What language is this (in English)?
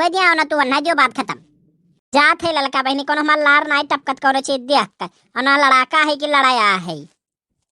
Awadhi